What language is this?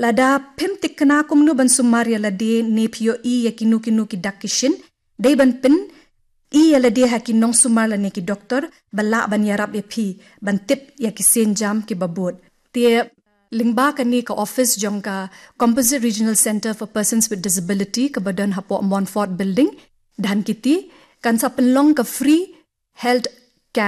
Khasi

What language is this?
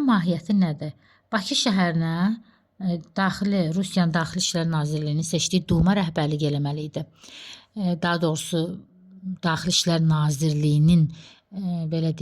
Azerbaijani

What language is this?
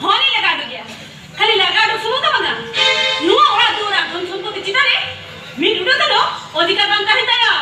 Santali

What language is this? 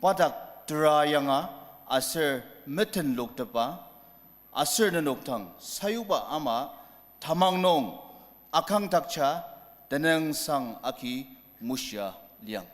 Ao Naga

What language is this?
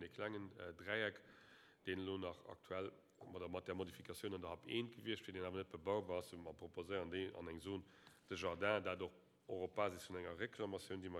Luxembourgish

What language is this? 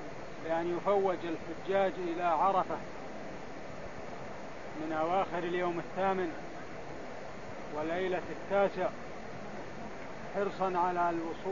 Arabic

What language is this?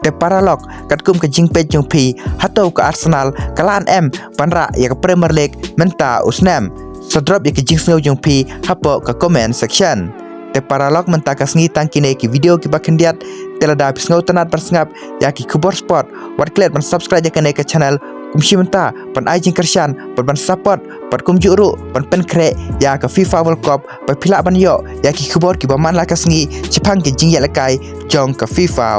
Khasi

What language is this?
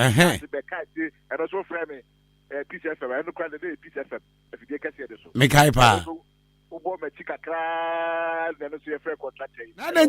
Akan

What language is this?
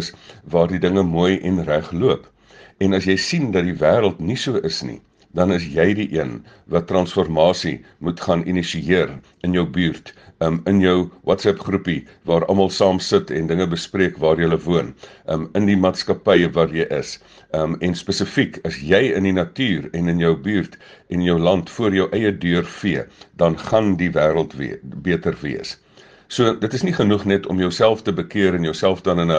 Afrikaans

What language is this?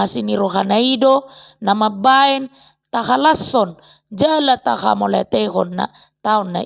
Batak Toba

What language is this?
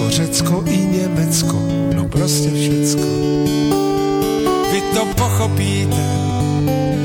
Czech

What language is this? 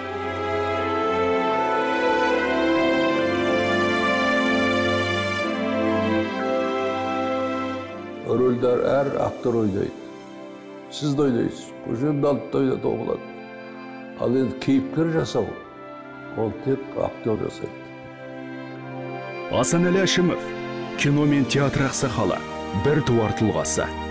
Kazakh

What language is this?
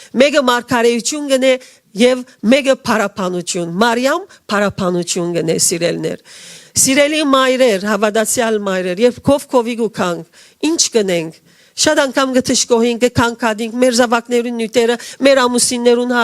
Western Armenian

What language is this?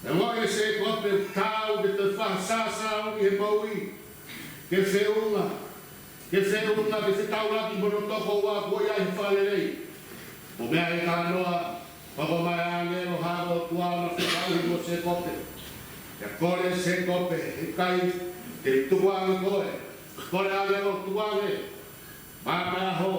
Tongan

